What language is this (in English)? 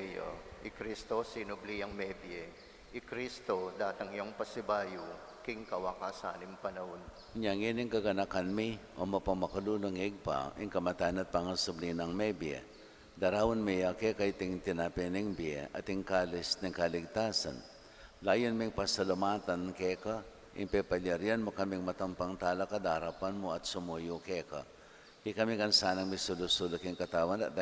Pampanga